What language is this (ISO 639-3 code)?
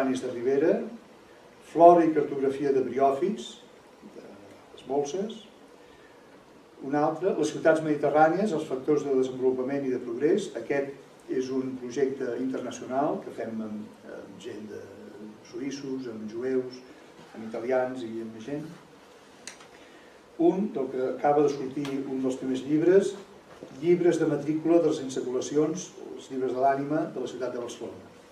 cat